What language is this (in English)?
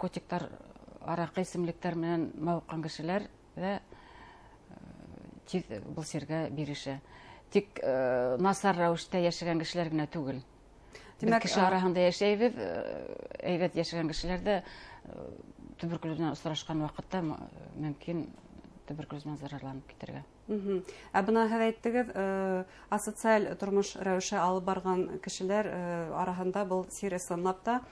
Bashkir